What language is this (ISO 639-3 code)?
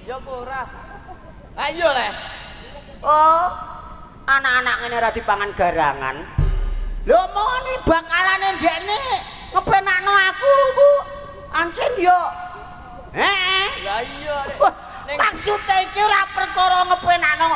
jav